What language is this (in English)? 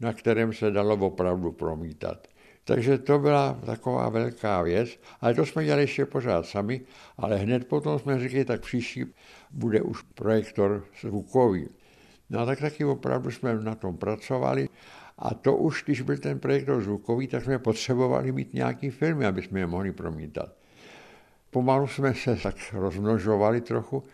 Czech